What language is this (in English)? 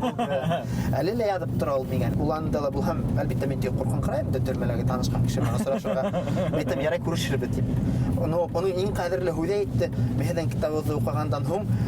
Bashkir